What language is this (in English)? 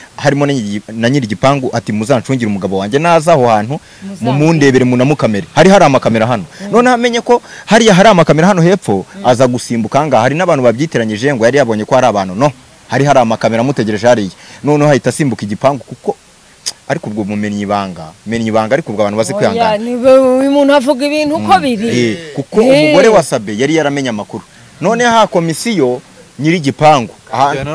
Kinyarwanda